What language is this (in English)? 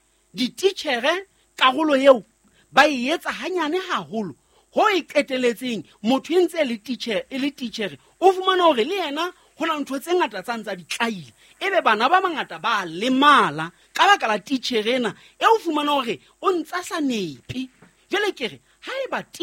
Southern Sotho